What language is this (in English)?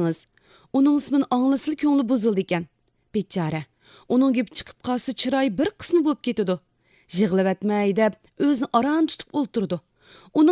Uyghur